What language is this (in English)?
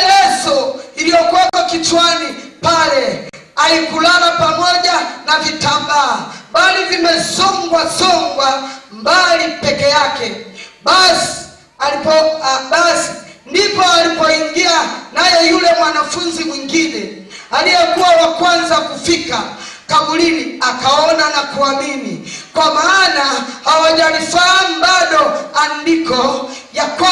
Swahili